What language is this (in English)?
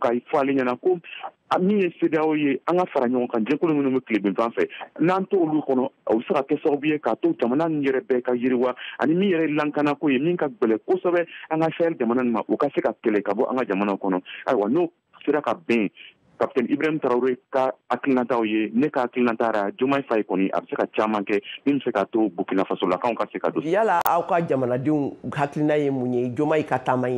Bambara